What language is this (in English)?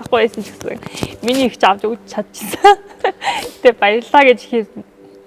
Mongolian